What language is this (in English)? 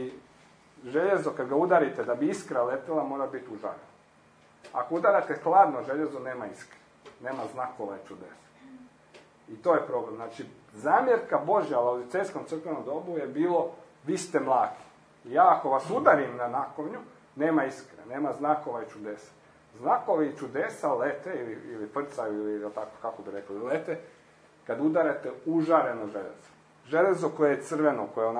Croatian